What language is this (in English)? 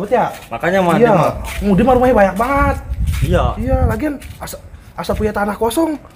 Betawi